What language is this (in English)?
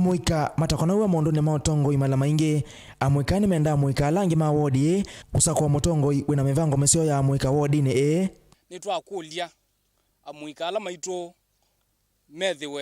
Kamba